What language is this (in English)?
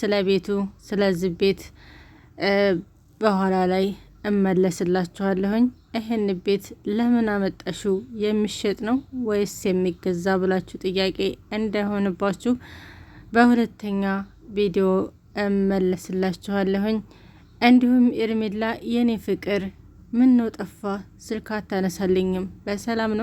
Amharic